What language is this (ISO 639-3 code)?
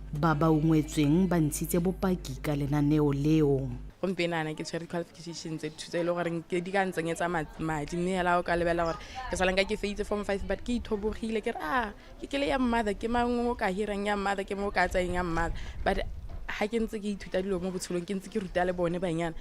tsn